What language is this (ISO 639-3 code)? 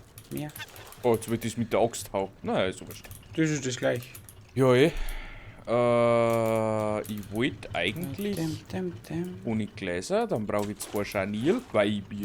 bar